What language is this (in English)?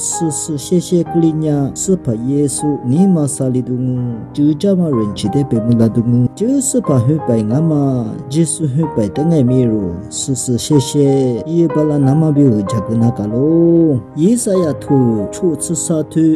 Lisu